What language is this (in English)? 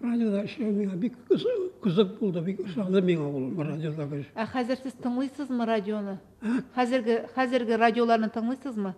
Tatar